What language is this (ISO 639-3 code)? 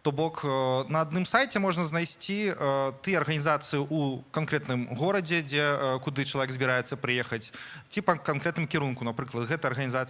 bel